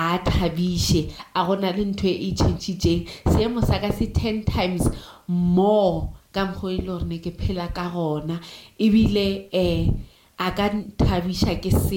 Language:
Northern Sotho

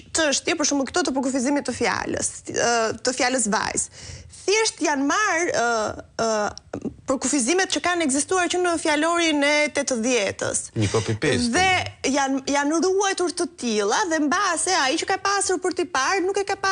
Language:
Albanian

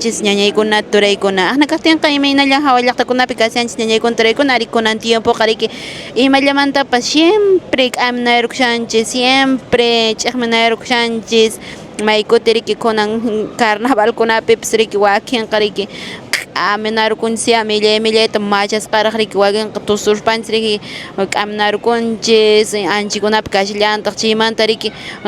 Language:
Quechua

